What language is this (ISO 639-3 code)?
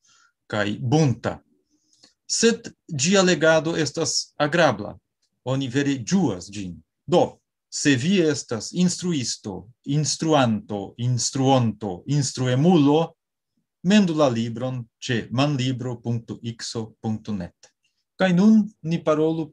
epo